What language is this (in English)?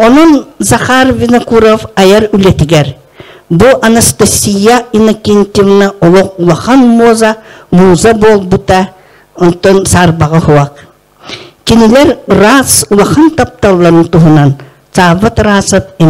Yakut